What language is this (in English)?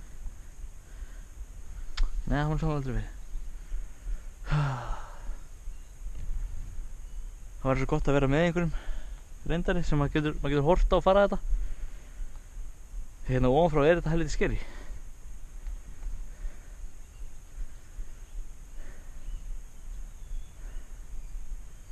Icelandic